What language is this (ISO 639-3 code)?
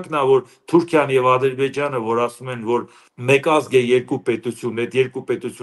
hye